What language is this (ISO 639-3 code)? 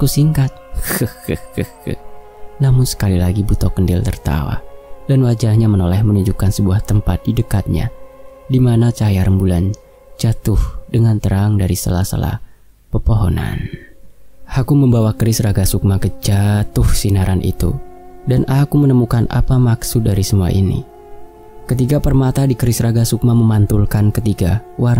ind